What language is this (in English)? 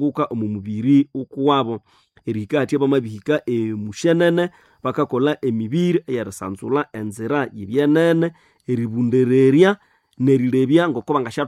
Nande